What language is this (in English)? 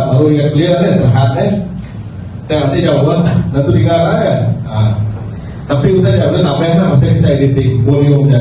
Iban